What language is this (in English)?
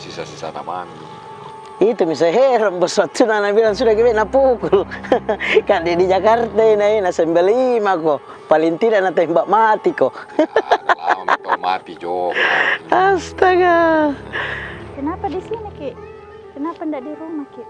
Makassar Malay